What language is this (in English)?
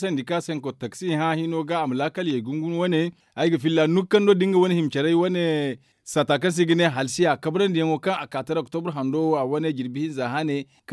Zarma